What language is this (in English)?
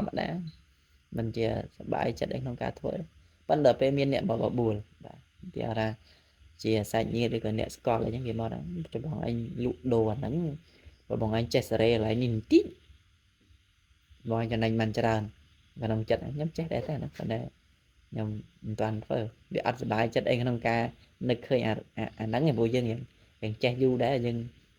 Khmer